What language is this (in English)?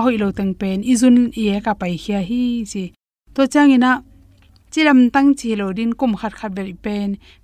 Tedim Chin